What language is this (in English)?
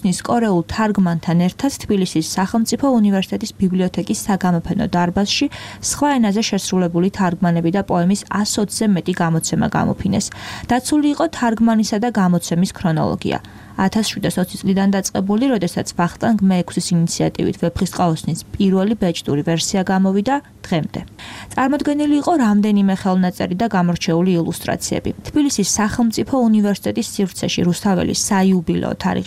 Georgian